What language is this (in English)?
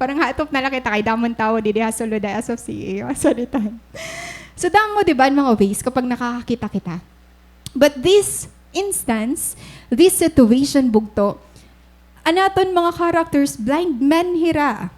Waray